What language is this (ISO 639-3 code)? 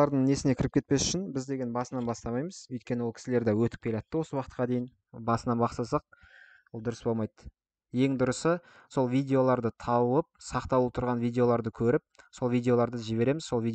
kaz